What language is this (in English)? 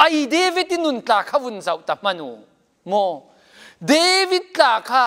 Falam Chin